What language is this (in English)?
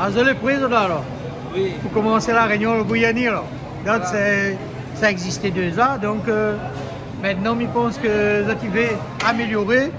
Réunion Creole French